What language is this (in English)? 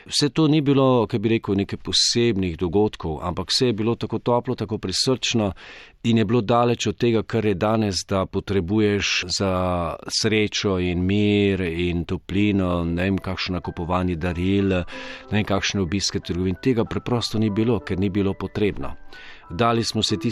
Slovenian